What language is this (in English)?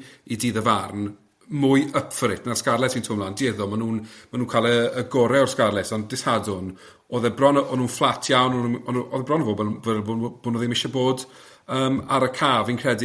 Welsh